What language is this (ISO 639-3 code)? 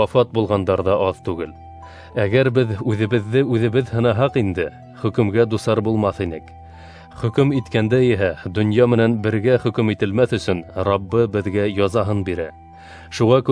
bak